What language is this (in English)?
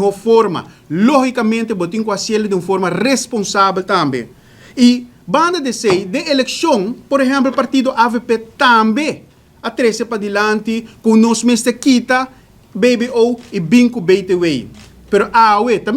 Papiamento